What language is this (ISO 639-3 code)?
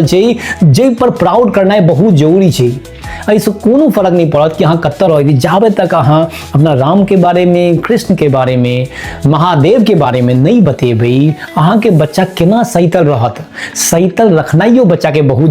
mai